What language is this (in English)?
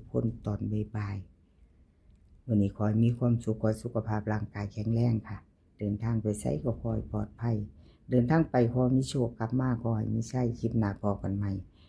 Lao